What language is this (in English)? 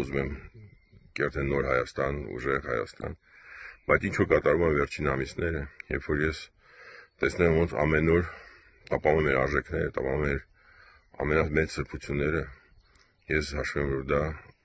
Armenian